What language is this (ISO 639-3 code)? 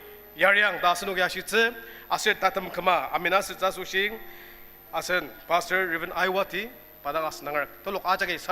njo